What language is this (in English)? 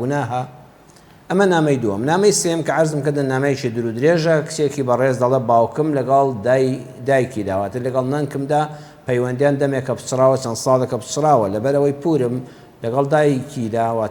Central Kurdish